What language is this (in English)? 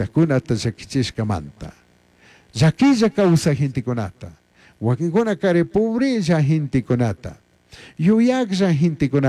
Chimborazo Highland Quichua